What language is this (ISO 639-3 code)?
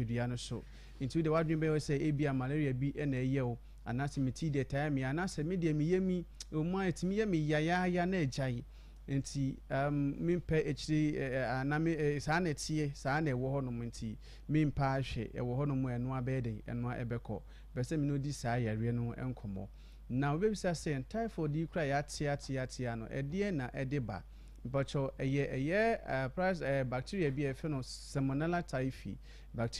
aka